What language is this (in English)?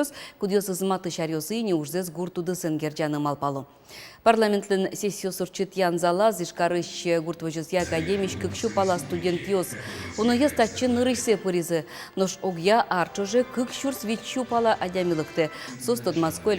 Udmurt